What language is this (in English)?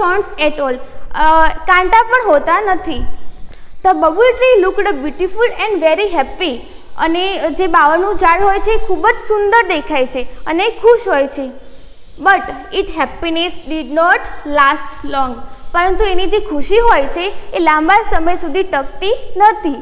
Gujarati